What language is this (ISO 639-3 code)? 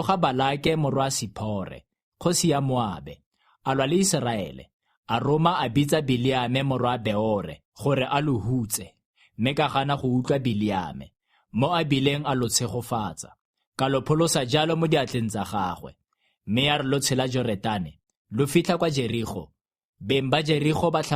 tsn